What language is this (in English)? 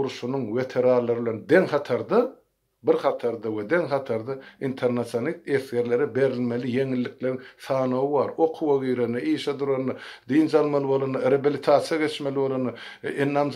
Turkmen